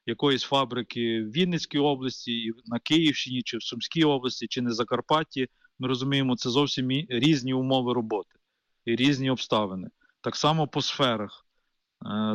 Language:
Ukrainian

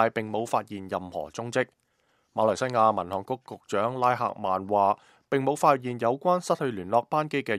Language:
Cantonese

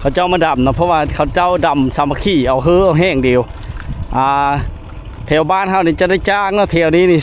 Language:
Lao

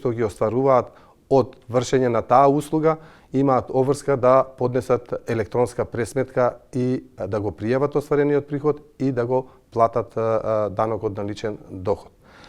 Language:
Macedonian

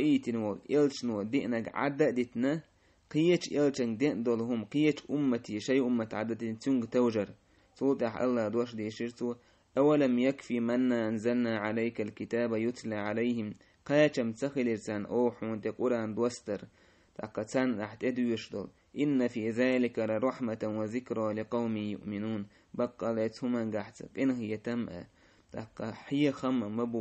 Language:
Chechen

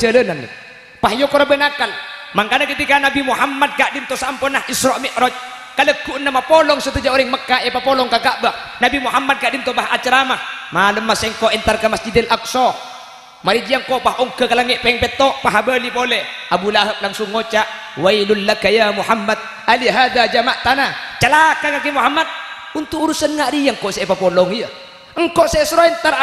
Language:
Madurese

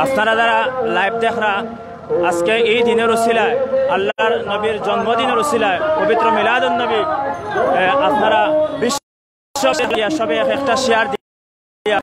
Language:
Sylheti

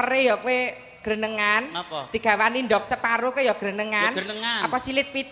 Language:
Javanese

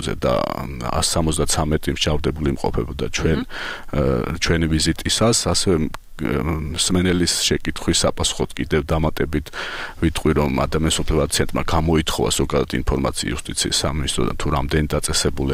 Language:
Georgian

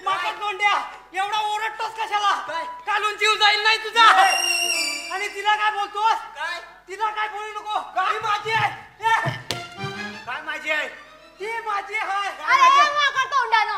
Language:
Marathi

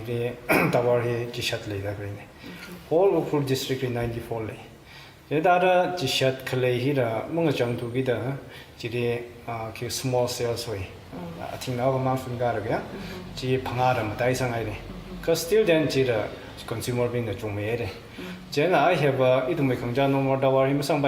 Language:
Tangkhul Naga (India)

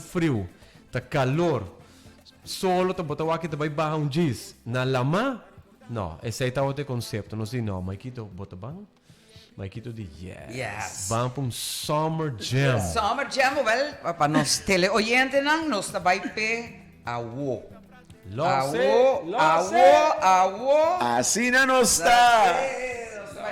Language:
Papiamento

